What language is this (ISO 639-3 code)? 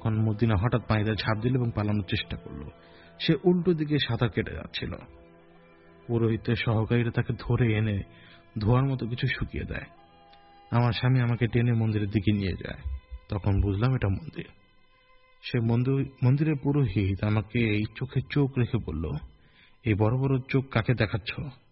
ben